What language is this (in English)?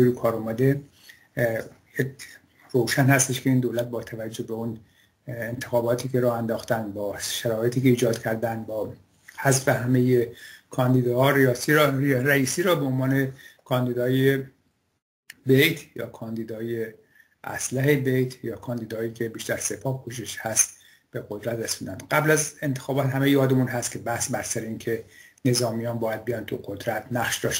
Persian